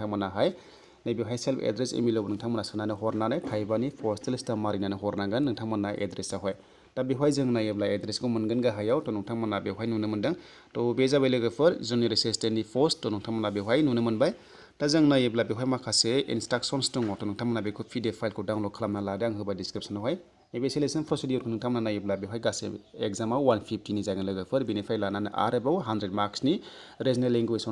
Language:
Bodo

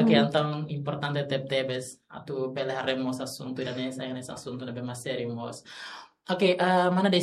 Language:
Tetum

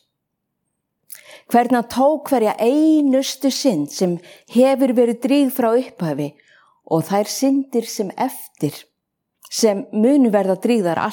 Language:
Icelandic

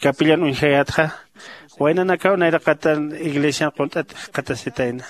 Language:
Aymara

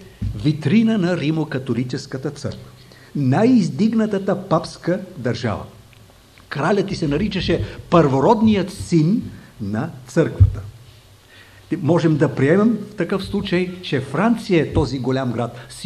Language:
Bulgarian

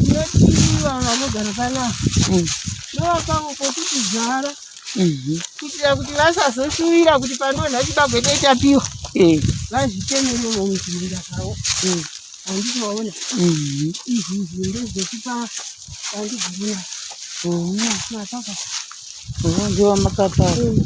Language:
Shona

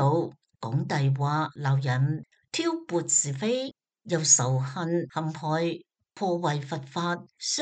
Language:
Cantonese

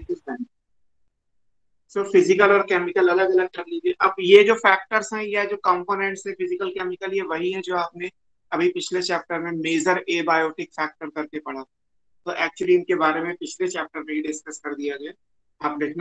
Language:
Hindi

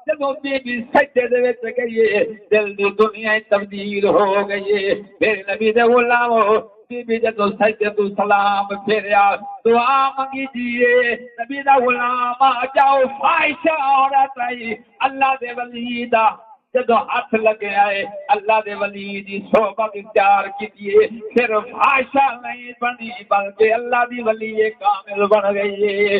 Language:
Saraiki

